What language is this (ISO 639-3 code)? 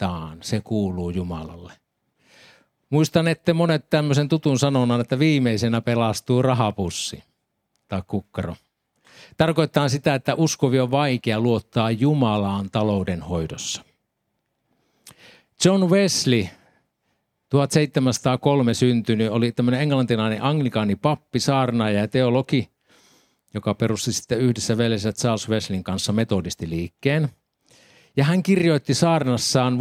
fin